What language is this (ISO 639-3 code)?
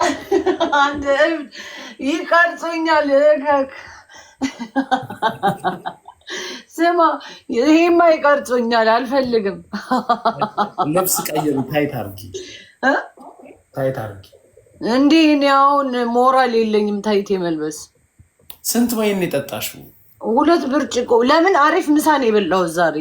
amh